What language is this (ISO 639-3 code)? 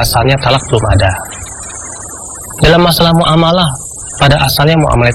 ind